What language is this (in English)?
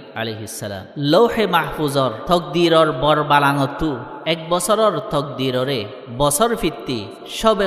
Rohingya